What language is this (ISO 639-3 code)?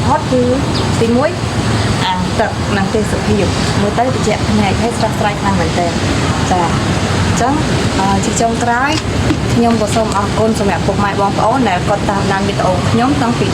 khm